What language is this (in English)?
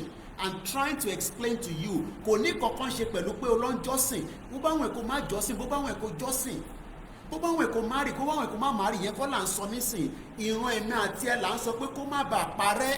Yoruba